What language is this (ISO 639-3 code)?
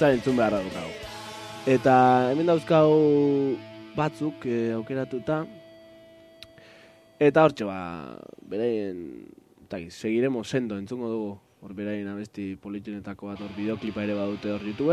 eus